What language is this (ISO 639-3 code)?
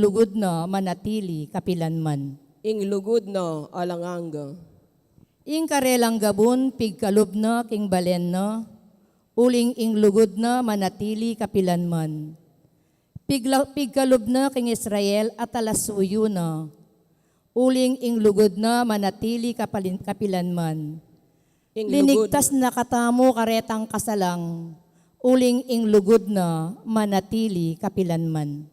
pam